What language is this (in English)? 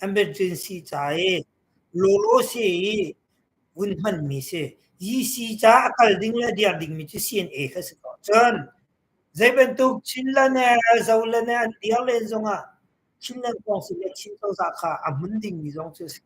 Hakha Chin